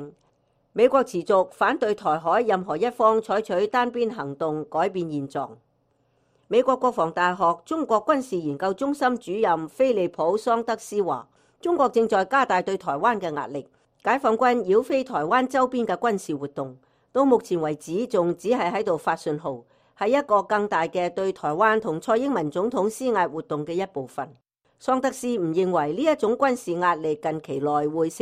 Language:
Cantonese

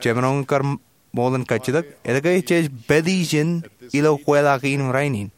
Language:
Marshallese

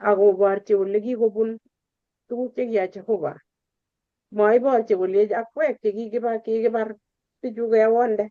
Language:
Kalenjin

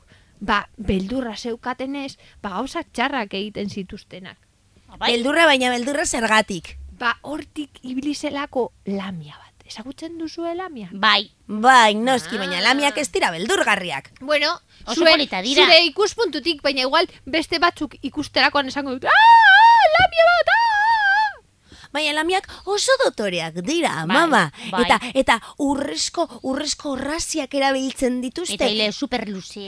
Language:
Basque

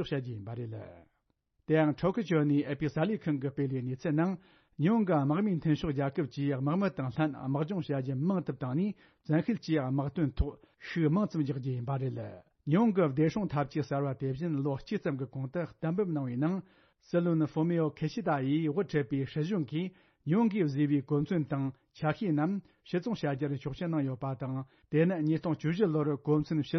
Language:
Tibetan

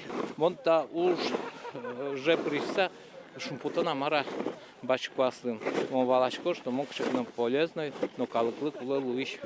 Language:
Udmurt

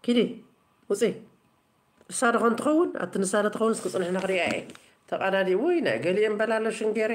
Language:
Tigrinya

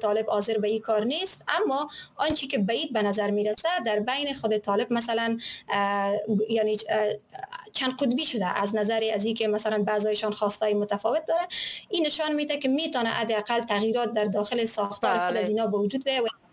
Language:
Persian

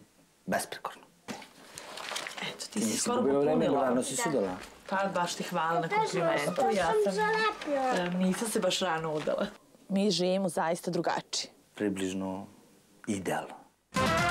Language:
Serbian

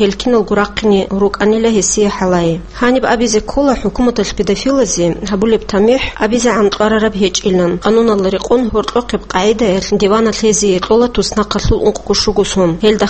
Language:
Avaric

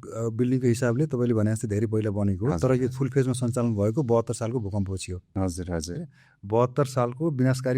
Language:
Nepali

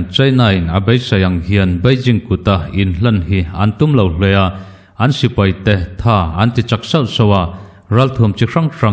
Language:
Mizo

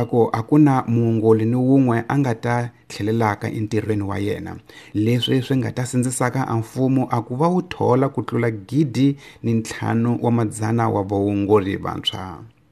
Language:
Tsonga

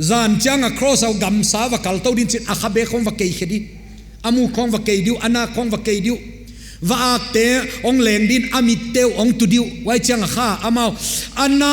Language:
Paite Chin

